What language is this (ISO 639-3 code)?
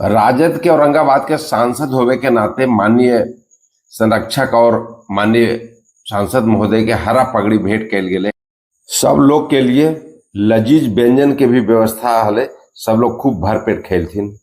mag